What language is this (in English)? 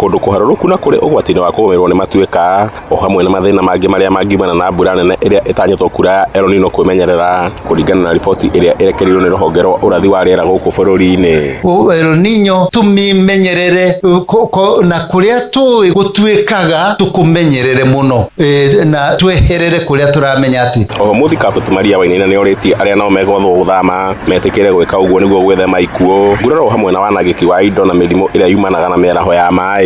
Kikuyu